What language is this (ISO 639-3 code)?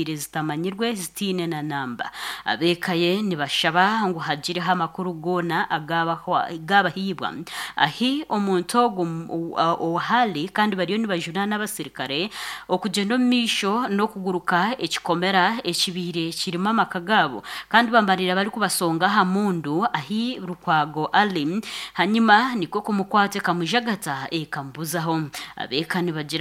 nyn